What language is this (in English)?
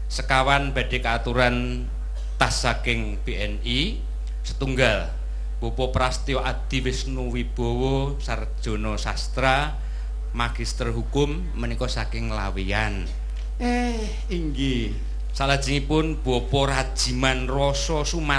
Javanese